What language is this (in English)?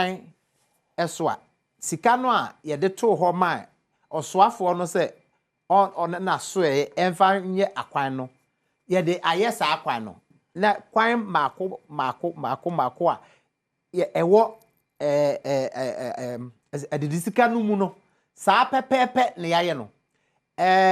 Akan